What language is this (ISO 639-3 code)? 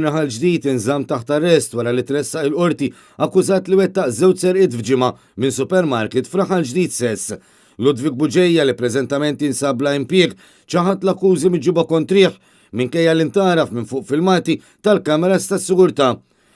mlt